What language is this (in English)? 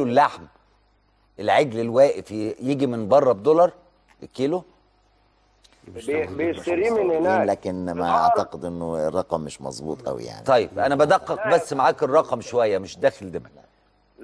Egyptian Arabic